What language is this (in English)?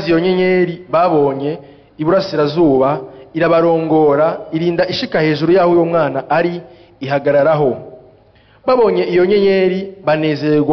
Rundi